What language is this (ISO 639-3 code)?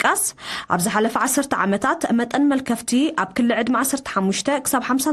tir